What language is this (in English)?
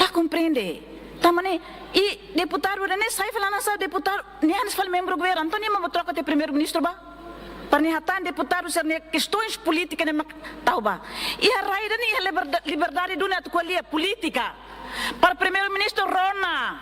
Tetum